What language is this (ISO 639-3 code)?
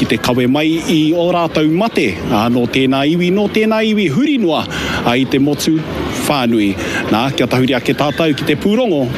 mri